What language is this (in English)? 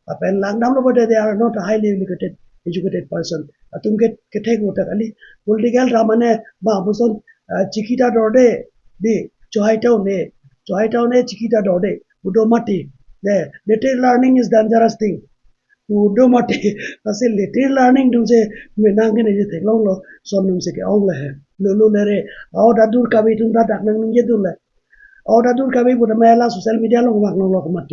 Karbi